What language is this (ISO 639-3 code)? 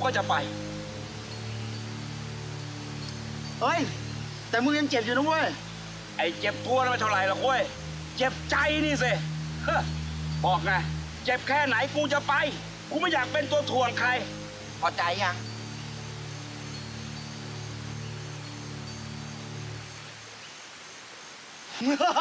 tha